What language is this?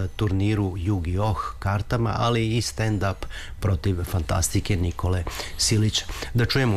Serbian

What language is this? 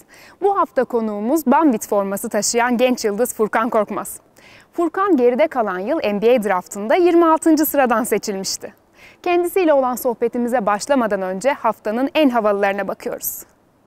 Turkish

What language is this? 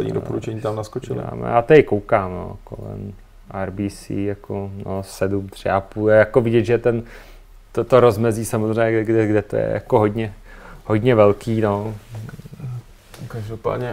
Czech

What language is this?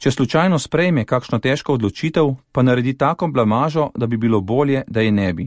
Slovenian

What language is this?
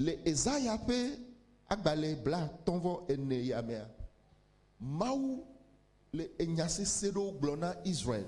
Ewe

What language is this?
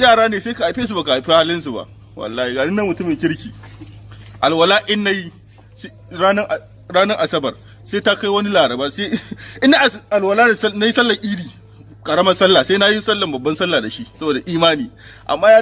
Hausa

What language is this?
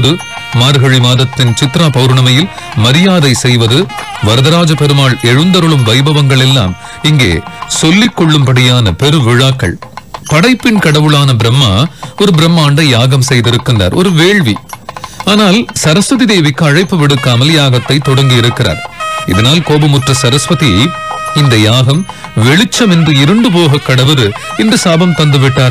Tamil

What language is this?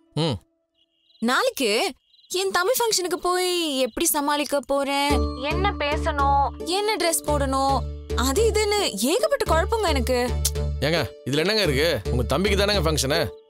Tamil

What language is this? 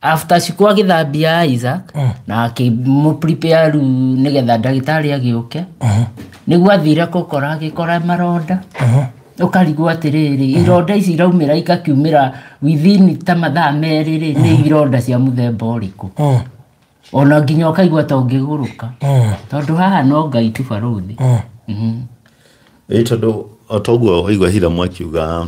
Kikuyu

